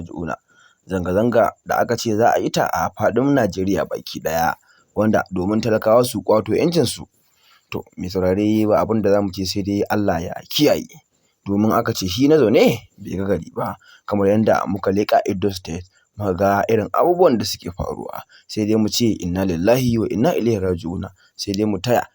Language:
Hausa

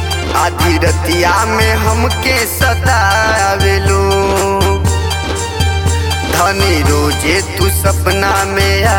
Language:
Bhojpuri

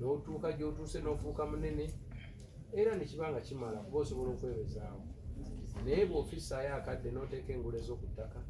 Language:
Ganda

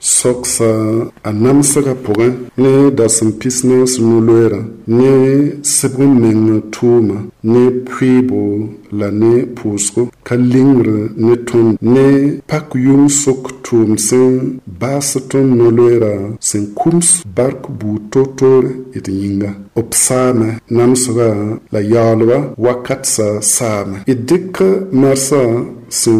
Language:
Mossi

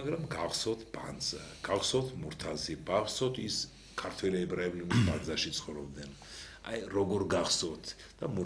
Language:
Georgian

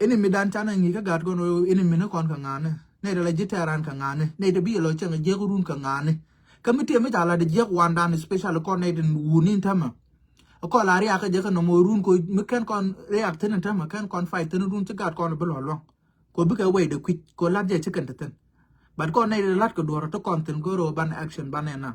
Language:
Nuer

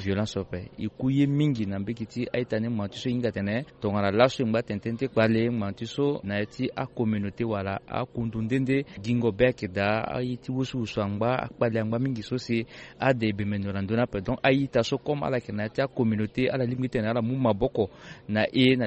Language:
Sango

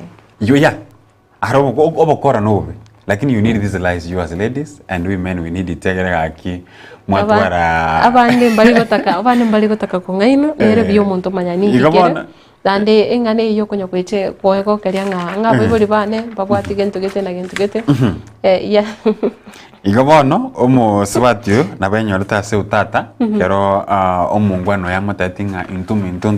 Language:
Gusii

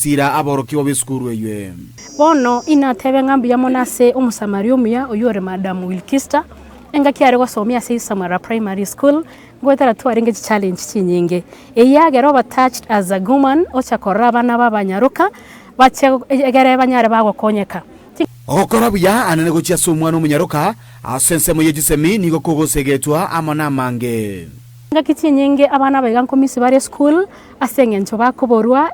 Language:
Gusii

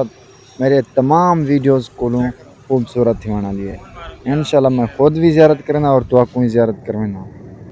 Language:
Saraiki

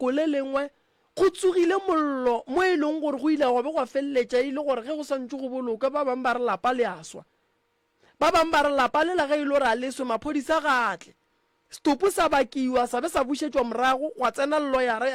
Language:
Northern Sotho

